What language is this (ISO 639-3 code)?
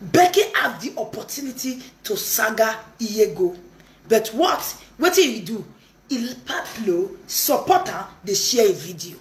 pcm